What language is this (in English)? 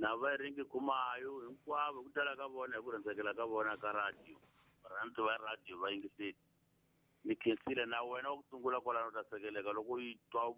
Tsonga